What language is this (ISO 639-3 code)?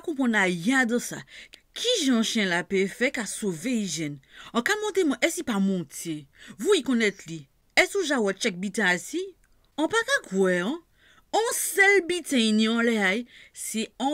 gcf